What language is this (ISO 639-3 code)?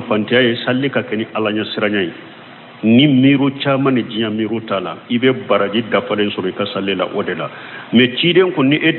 bam